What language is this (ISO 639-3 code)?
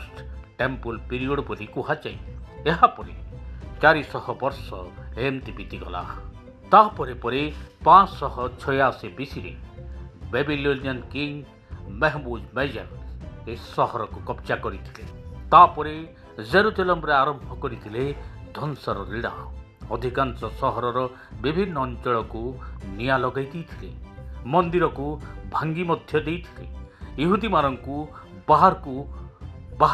ori